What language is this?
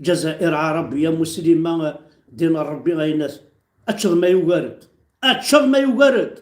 Kabyle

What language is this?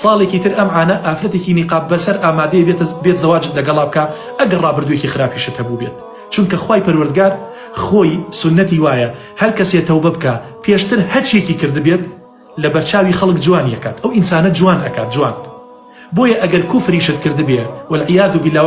Central Kurdish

